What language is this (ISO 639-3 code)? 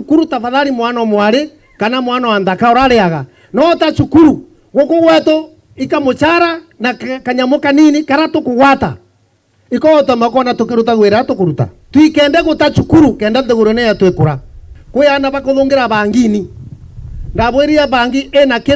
mer